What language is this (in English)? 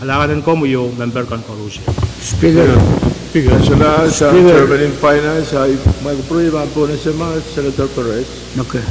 Pohnpeian